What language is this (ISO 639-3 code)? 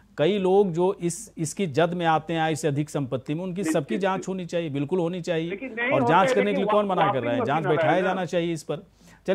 hin